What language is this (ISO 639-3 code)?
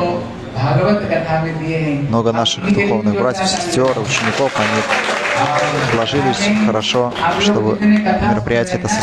rus